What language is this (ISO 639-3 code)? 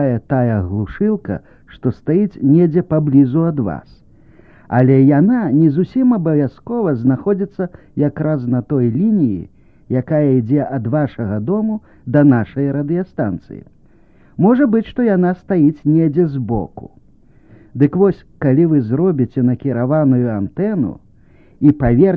bel